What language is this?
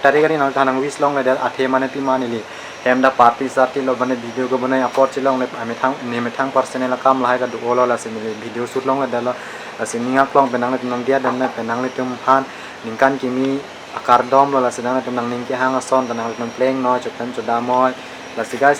Karbi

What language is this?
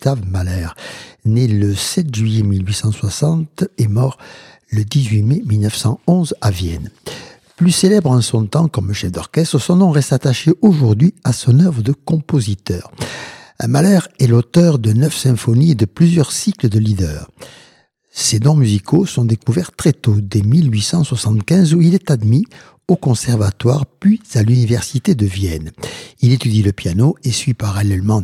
French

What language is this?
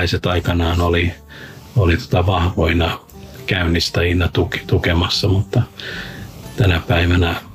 Finnish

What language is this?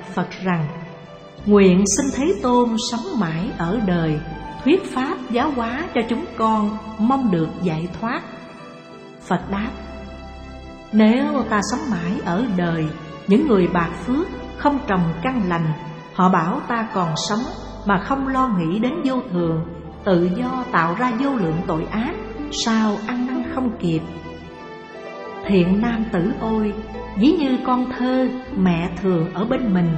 Vietnamese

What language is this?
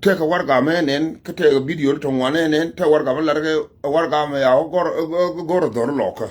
Nuer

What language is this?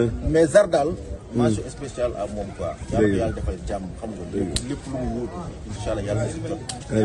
Wolof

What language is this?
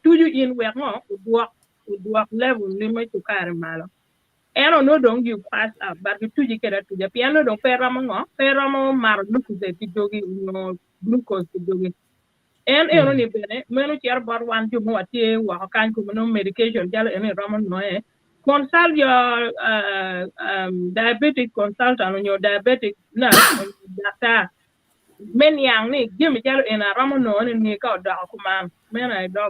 Acoli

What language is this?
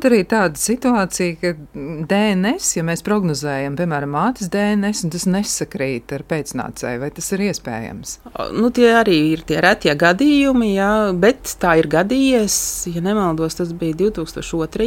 Latvian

